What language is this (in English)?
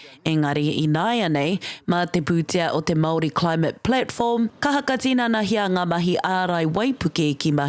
Māori